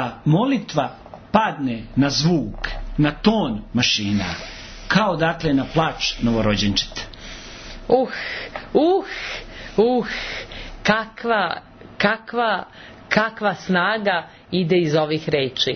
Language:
Serbian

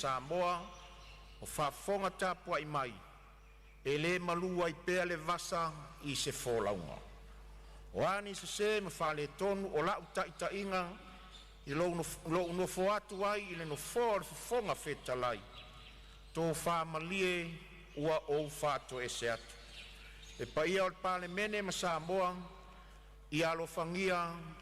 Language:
Samoan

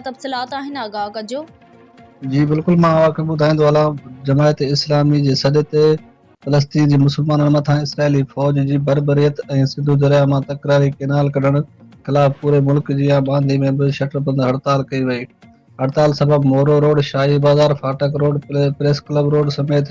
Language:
Sindhi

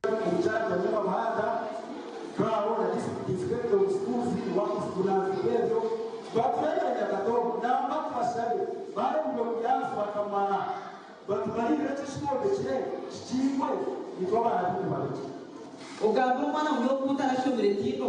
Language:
Nyankole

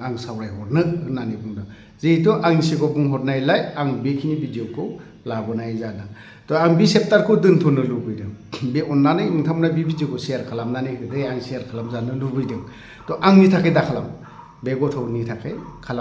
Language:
Bodo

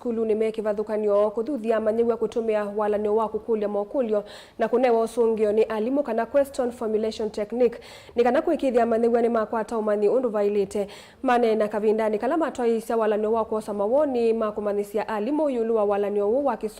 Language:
Kamba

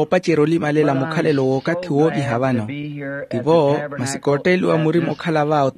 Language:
Makhuwa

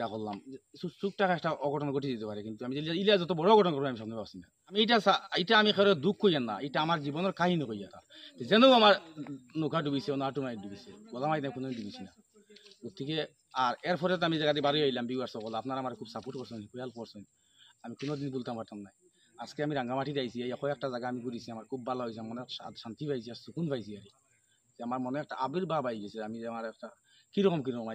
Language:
Sylheti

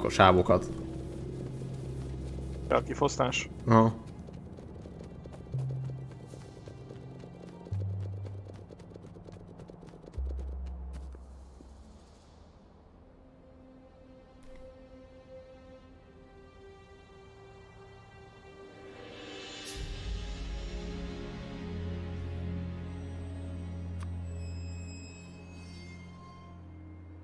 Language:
Hungarian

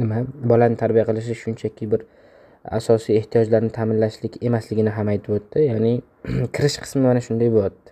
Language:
Uzbek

